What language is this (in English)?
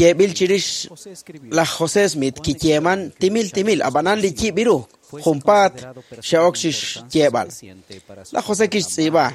Kekchí